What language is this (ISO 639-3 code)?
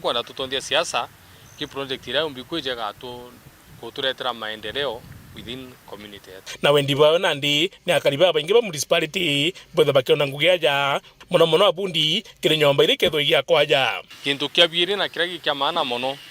mer